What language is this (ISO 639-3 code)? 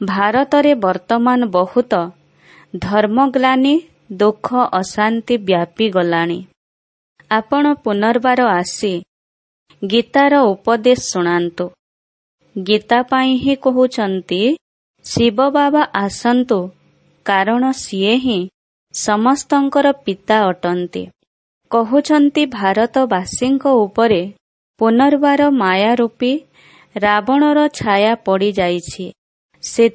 ori